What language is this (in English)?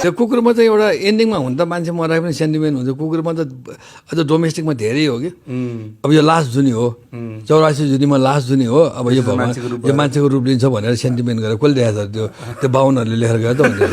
Nepali